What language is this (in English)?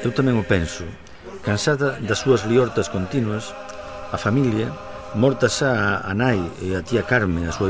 Galician